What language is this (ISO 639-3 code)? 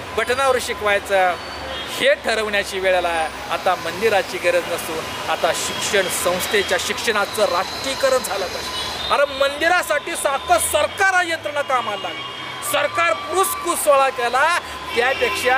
mar